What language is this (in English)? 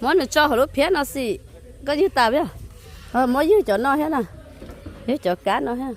Hmong